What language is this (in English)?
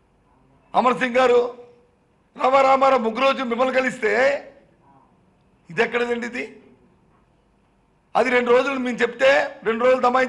Telugu